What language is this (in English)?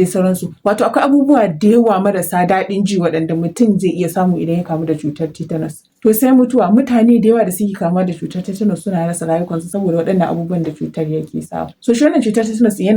Hausa